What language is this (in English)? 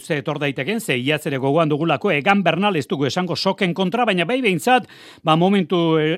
Basque